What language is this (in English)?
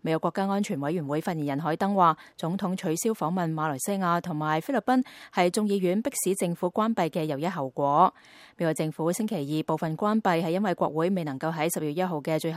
Cantonese